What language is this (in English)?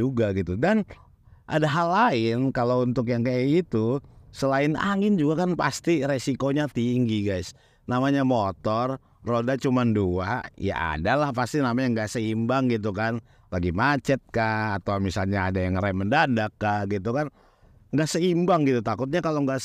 Indonesian